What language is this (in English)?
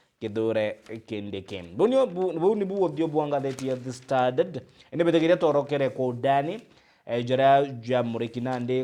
Meru